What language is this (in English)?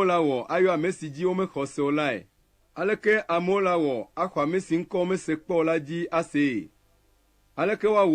Ewe